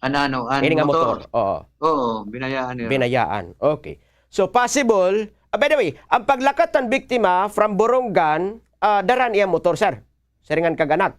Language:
Waray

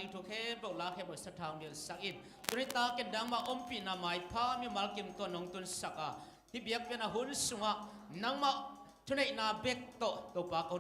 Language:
Tedim Chin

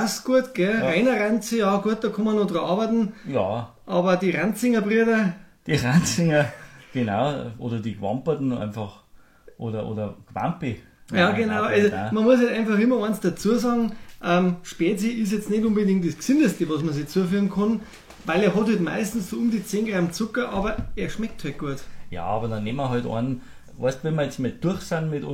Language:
Bavarian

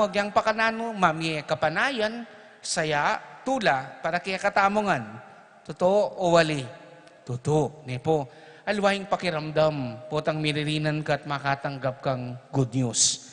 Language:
Pampanga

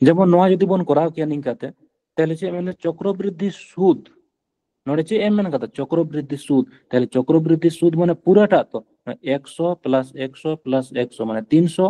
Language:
Santali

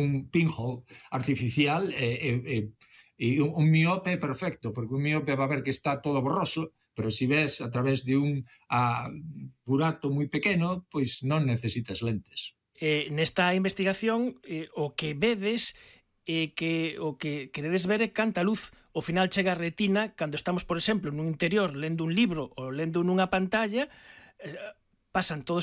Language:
Galician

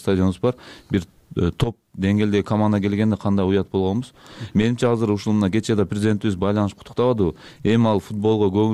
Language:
Kyrgyz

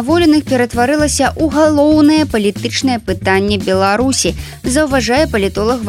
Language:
Belarusian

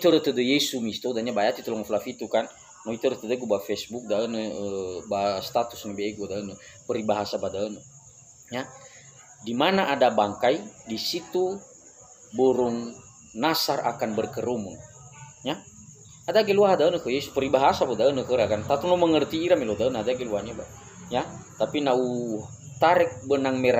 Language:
Nias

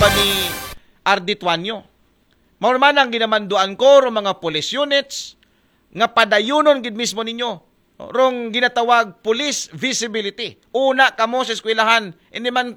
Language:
Aklanon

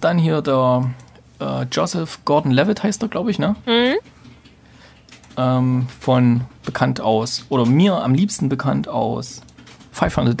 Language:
German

